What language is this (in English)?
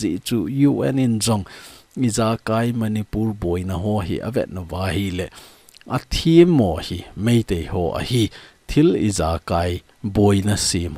Thado Chin